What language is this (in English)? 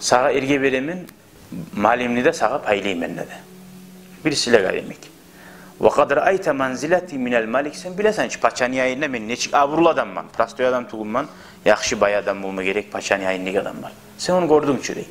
Kumyk